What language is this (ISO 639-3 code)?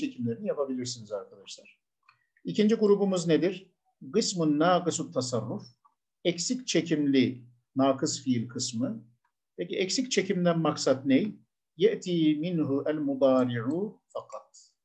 tur